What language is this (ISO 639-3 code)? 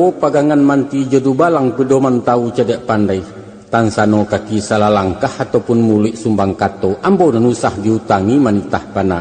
min